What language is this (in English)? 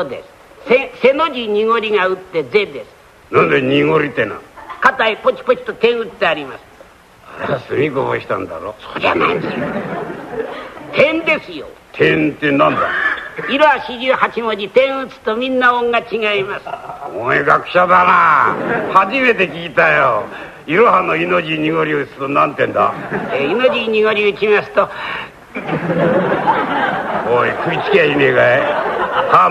Japanese